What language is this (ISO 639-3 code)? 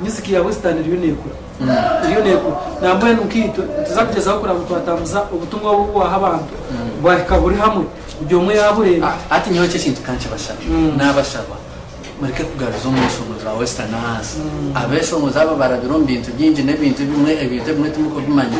nyn